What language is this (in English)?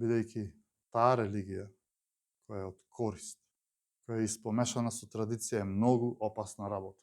Macedonian